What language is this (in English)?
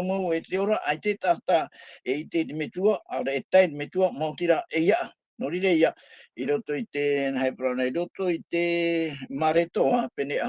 Tahitian